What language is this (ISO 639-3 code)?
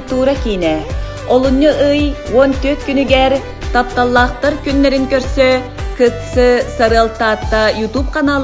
sah